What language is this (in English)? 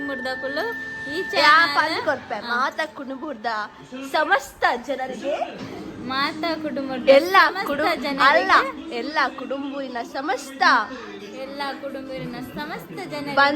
Tulu